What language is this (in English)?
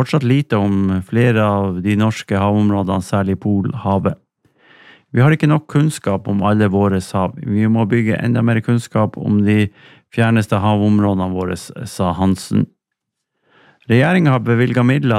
Norwegian